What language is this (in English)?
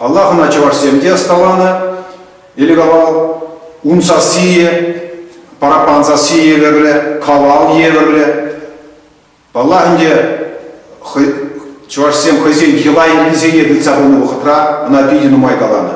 Chuvash